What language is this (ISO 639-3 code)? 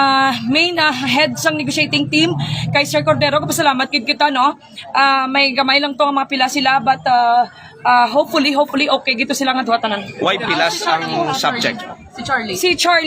hil